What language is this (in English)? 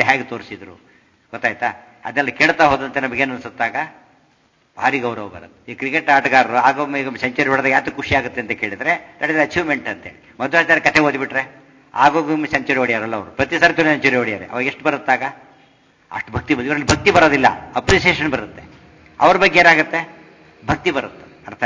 Kannada